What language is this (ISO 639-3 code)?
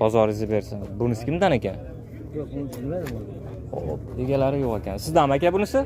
uzb